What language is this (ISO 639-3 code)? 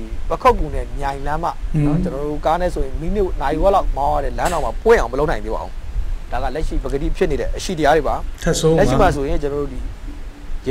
mya